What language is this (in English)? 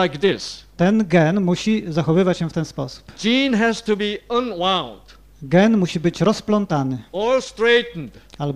Polish